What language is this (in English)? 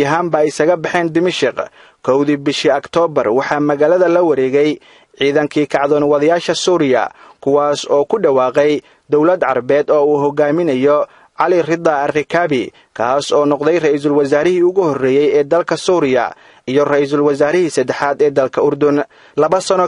Somali